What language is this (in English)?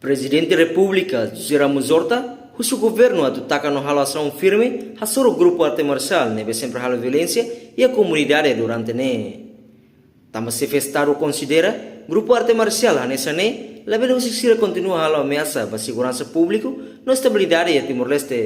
Tetum